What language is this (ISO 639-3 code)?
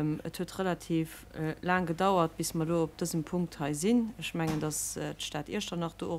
ltz